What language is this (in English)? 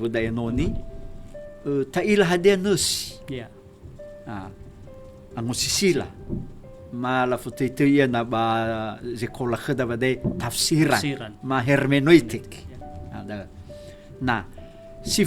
Nias